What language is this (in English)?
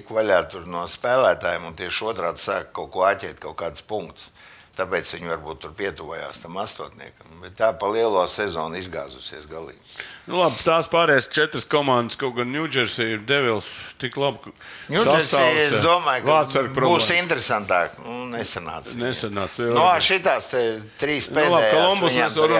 Latvian